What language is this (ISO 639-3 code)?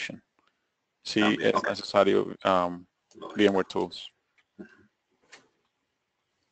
spa